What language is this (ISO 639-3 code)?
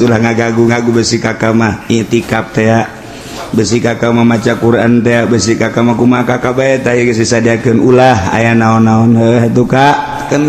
sun